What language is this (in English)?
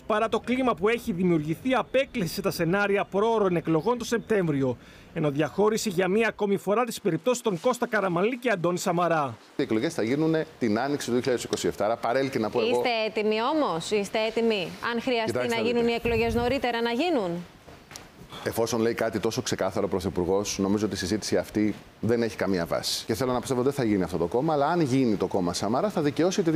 Greek